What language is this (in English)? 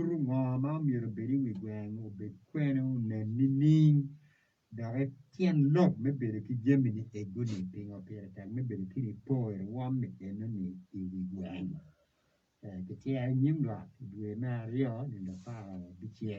Acoli